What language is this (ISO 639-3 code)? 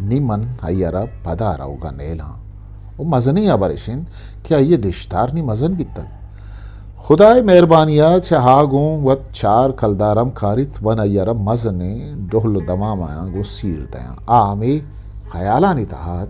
bgp